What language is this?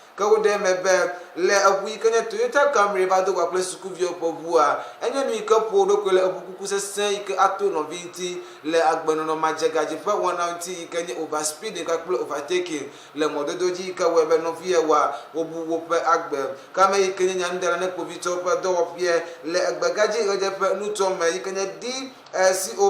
Ewe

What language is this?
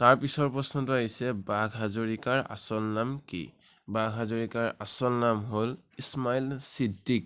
Assamese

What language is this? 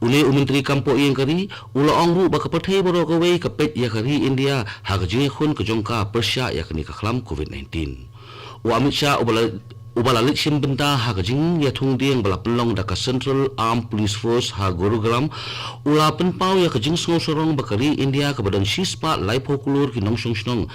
Khasi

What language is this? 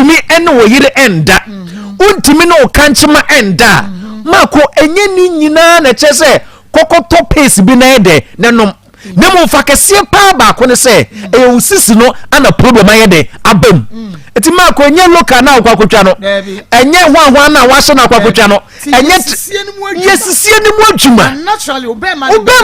Akan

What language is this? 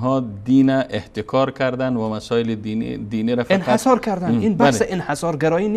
Persian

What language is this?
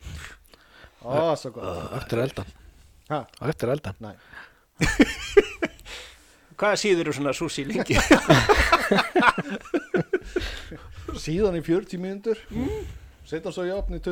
Icelandic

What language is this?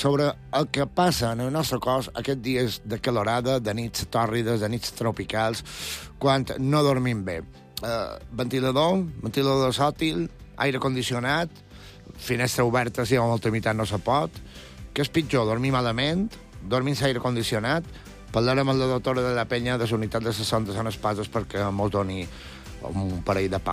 Catalan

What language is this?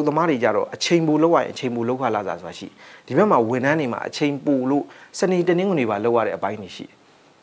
Burmese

